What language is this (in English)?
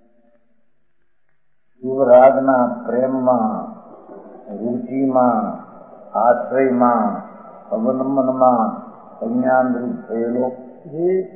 Gujarati